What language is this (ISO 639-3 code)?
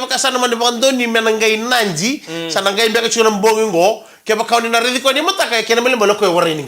fij